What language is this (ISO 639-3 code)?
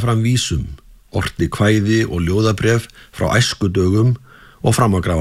isl